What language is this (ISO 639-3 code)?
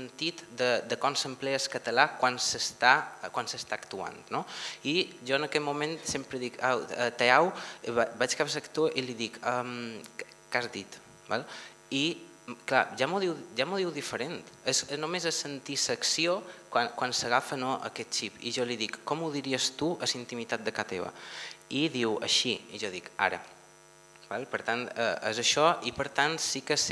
cat